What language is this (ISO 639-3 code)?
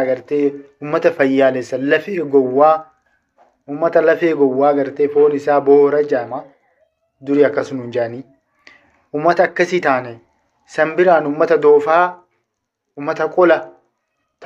orm